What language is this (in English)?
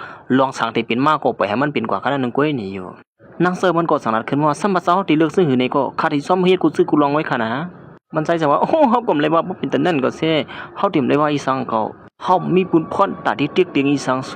Shan